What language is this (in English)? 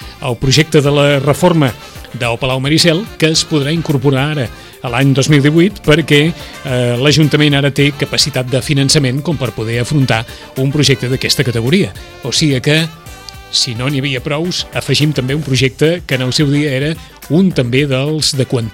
Catalan